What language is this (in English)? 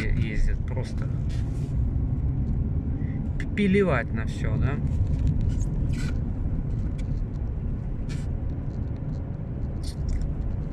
Russian